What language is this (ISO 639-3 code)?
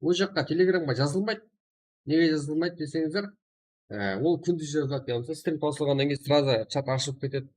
kaa